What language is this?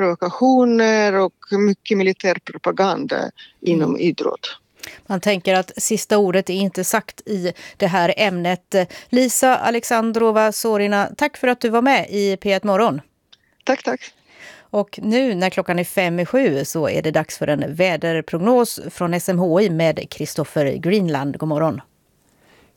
Swedish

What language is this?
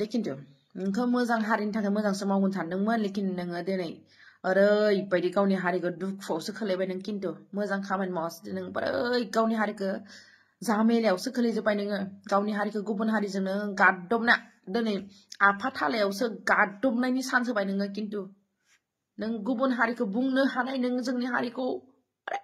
Bodo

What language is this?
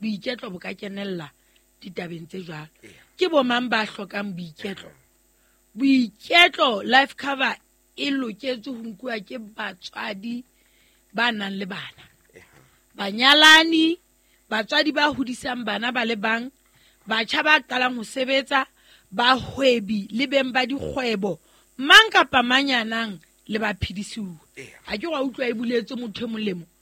Southern Sotho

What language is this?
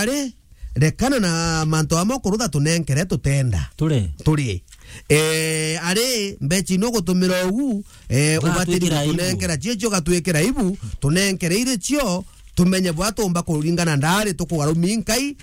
Meru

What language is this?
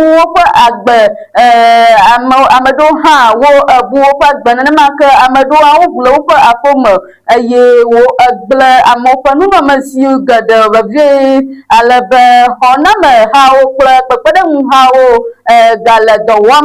Ewe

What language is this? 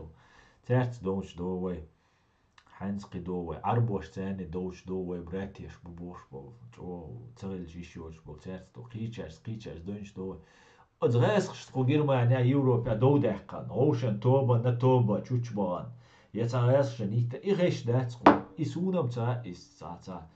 Chechen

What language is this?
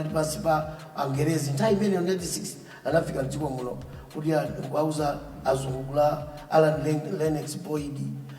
Nyanja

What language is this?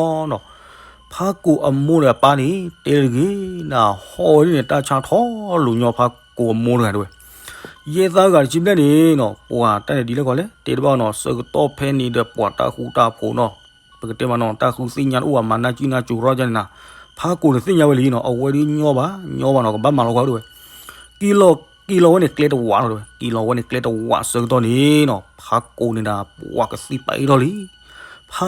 S'gaw Karen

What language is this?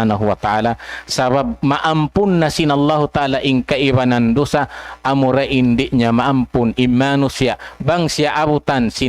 Tausug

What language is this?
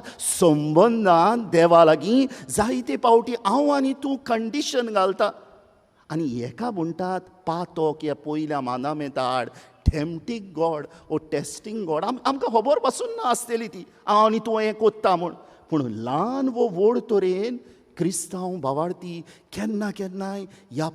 Konkani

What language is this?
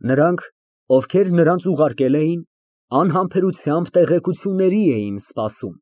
Armenian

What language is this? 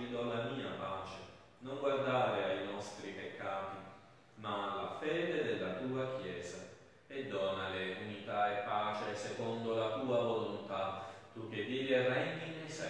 Italian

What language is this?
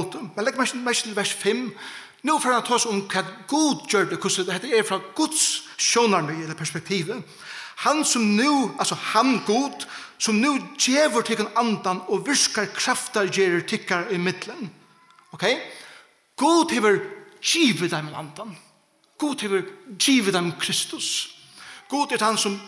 Faroese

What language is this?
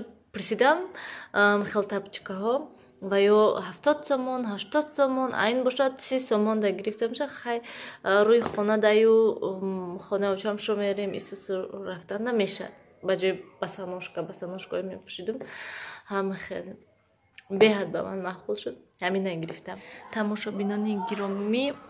Tajik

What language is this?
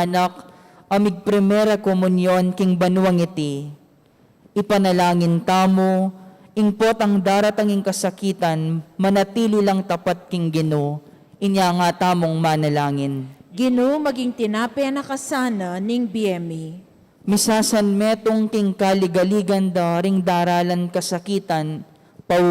Pampanga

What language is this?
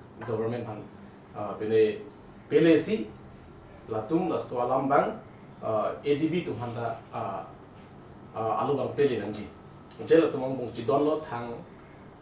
Karbi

